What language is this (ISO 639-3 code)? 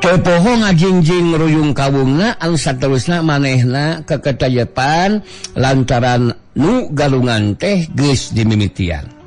sun